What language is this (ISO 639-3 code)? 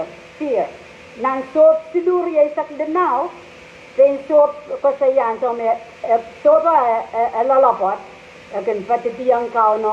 pon